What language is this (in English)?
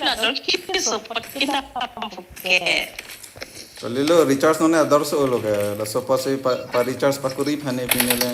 Karbi